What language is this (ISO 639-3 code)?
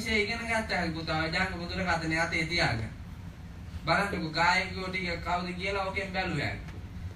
sin